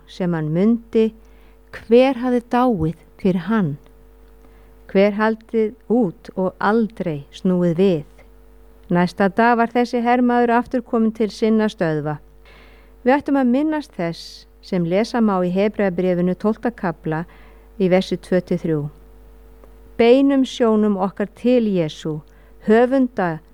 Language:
Icelandic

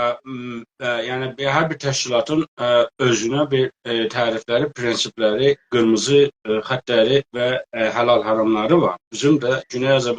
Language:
South Azerbaijani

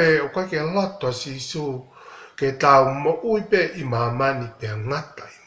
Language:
Tongan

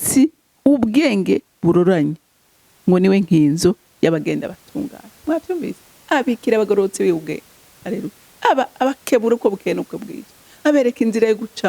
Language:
Rundi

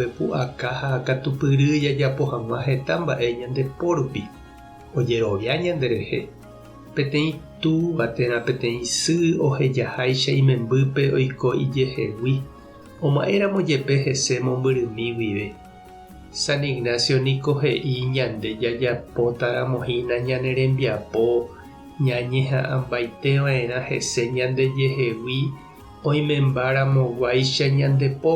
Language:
Guarani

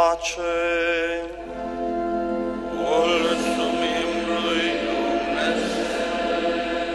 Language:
Romanian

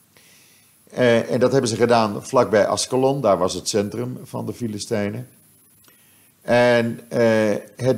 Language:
Dutch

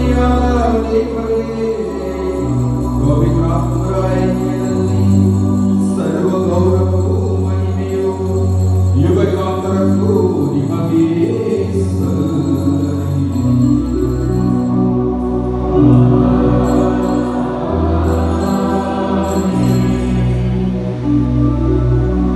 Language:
Kannada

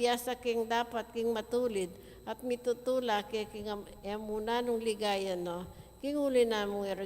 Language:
Pampanga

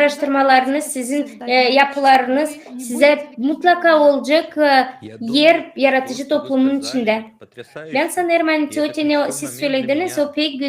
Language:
Gagauz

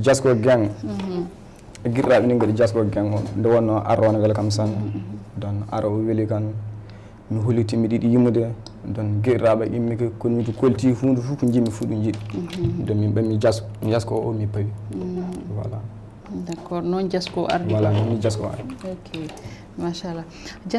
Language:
Fula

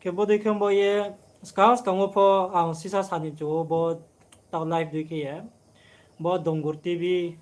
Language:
Riang (India)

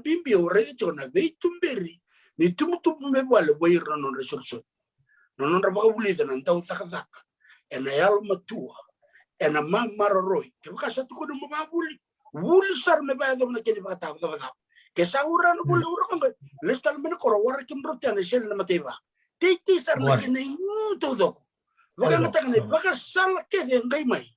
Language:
Fijian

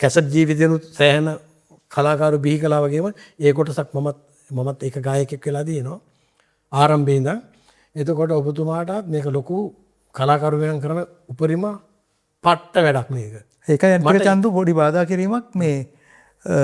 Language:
Sinhala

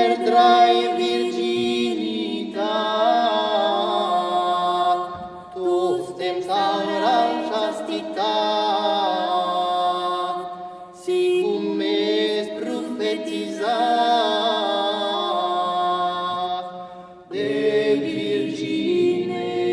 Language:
Old Provençal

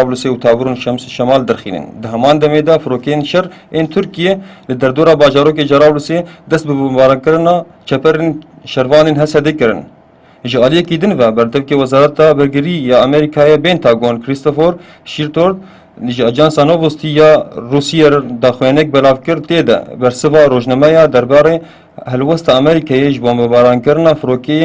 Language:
Kurdish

